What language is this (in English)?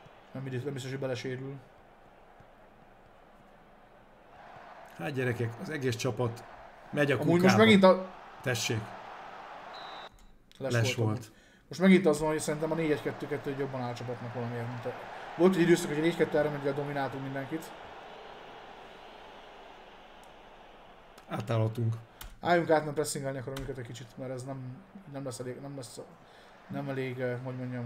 Hungarian